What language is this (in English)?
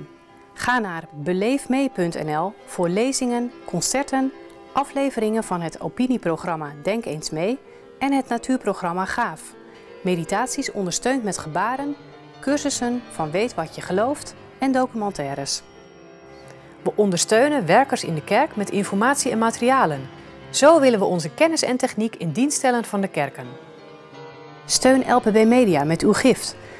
Dutch